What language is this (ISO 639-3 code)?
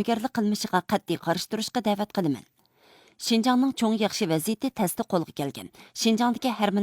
uig